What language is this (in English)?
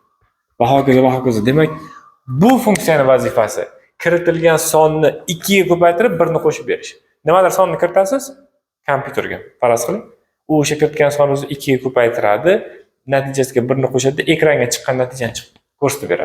Uzbek